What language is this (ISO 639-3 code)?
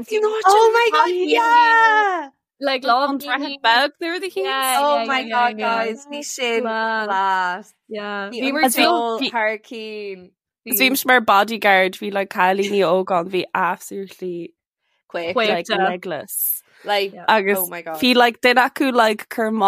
gle